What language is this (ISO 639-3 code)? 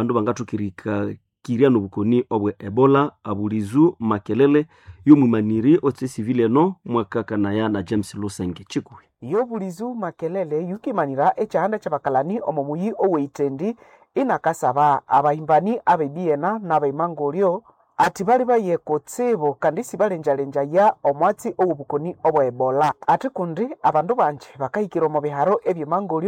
nnb